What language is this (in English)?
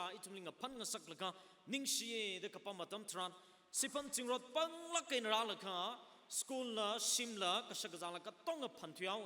Tangkhul Naga (India)